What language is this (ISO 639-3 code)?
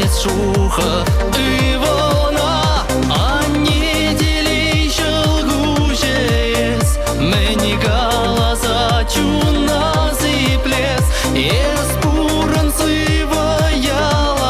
chv